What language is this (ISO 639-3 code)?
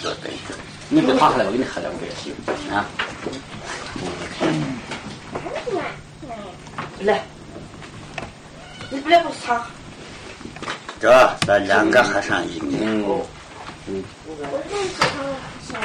kaz